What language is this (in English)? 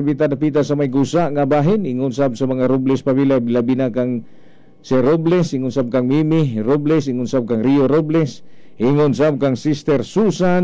Cebuano